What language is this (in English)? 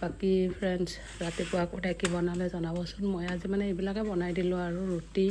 Assamese